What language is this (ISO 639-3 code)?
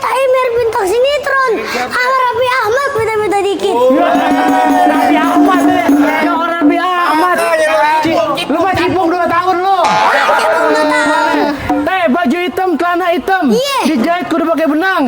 bew